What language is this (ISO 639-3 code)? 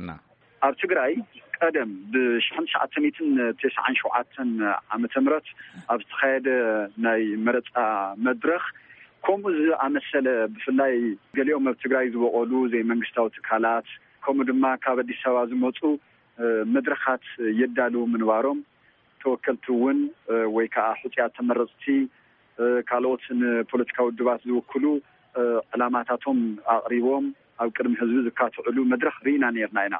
tir